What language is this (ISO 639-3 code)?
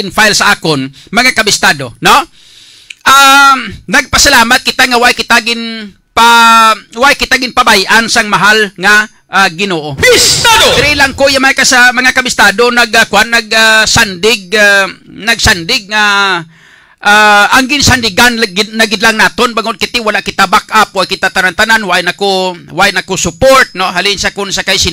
hil